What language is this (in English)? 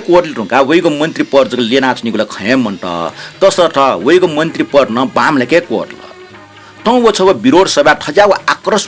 Newari